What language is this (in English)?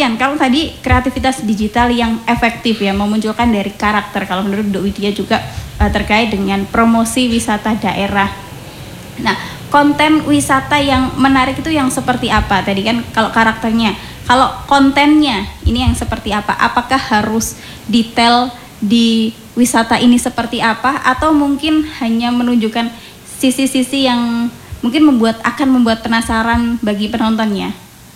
Indonesian